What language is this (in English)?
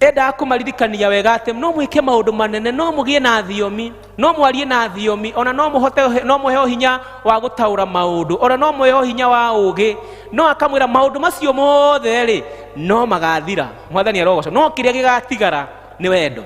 Kikuyu